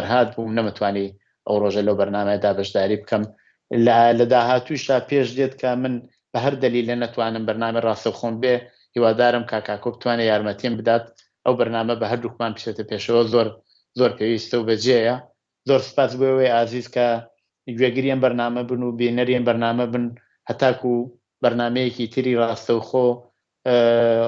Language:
Central Kurdish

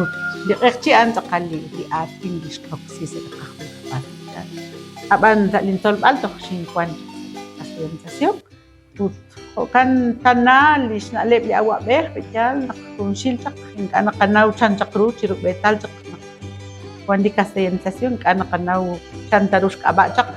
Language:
Kekchí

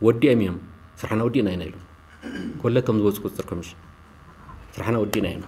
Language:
Tigrinya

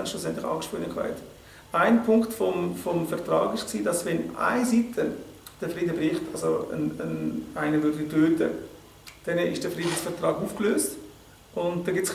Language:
Swiss German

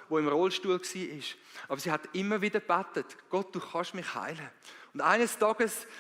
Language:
Swiss German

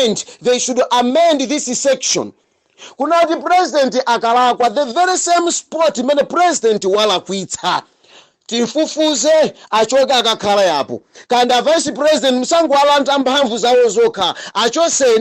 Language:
Nyanja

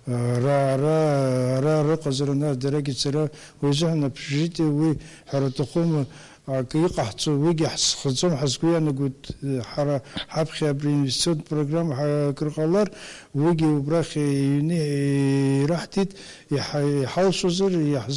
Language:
Abkhazian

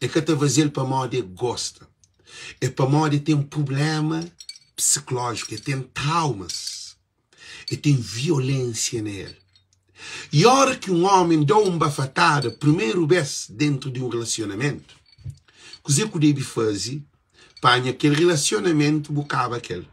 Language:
Kabuverdianu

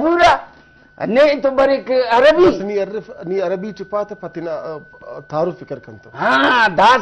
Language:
Brahui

